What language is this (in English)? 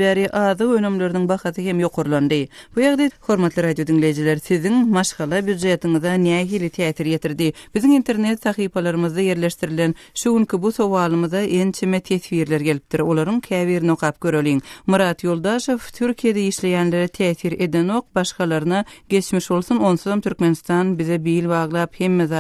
Turkmen